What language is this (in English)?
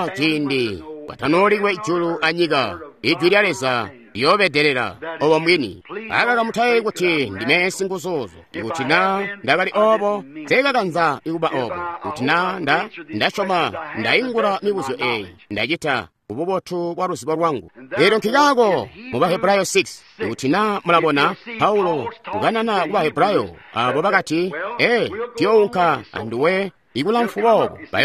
Tonga (Zambia)